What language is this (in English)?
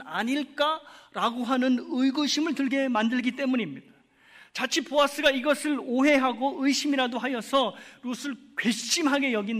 Korean